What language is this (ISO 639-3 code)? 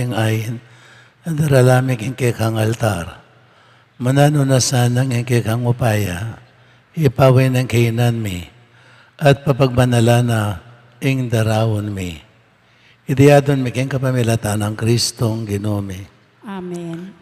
pam